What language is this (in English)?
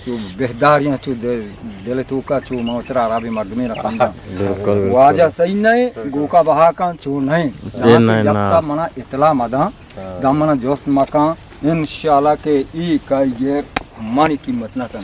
Eastern Balochi